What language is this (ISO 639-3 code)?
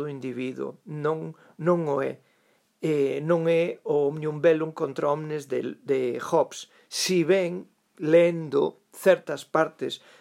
glg